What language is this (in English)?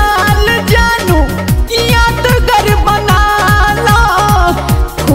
Bhojpuri